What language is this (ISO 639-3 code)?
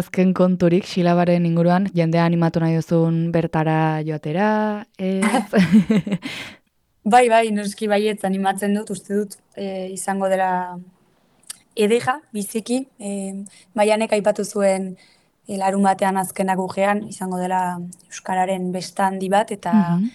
eus